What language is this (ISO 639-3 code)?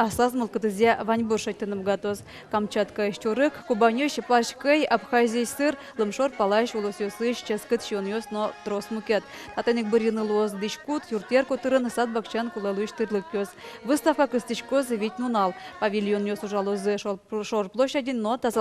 udm